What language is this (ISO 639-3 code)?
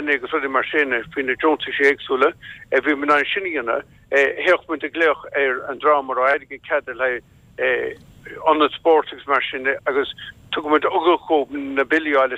gle